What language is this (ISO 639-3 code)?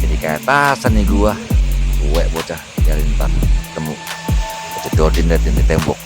bew